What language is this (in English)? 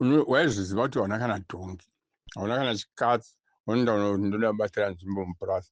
Shona